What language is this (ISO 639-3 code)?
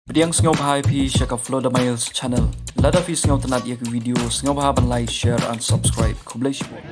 kha